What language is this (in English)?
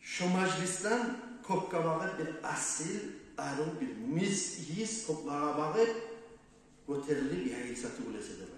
Kumyk